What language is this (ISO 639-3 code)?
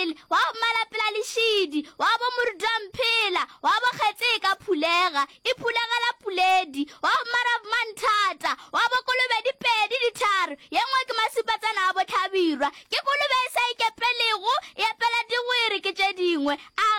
nso